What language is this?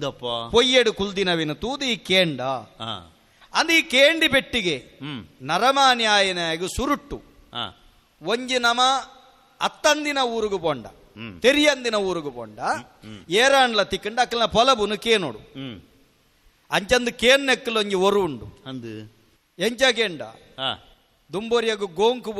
Tulu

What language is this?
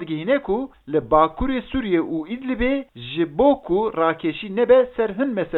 Kurdish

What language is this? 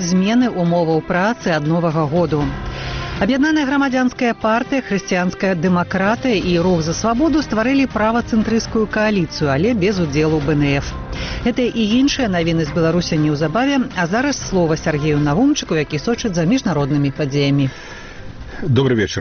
Belarusian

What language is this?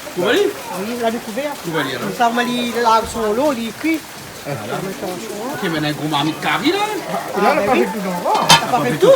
Réunion Creole French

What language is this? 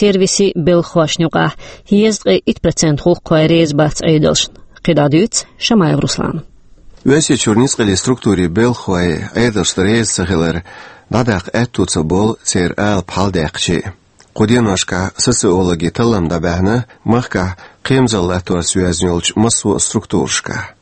Chechen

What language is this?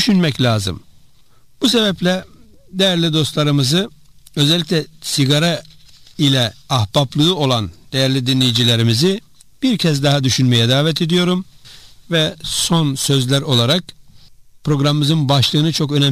Turkish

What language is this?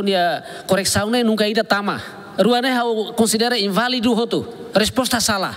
Tetum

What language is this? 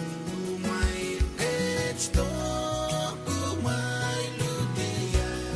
Pohnpeian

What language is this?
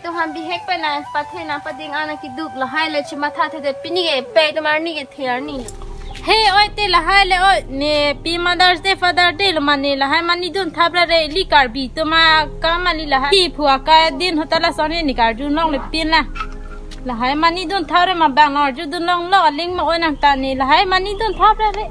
Karbi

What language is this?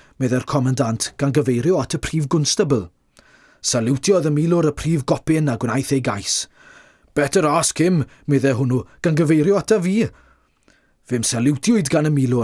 Welsh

